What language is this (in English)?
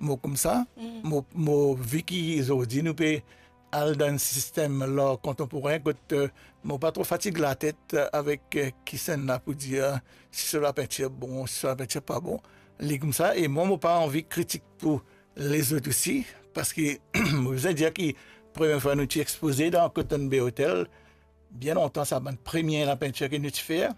Morisyen